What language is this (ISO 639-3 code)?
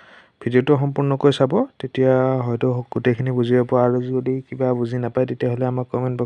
asm